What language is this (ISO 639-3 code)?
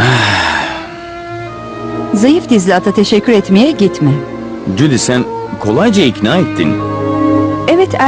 tur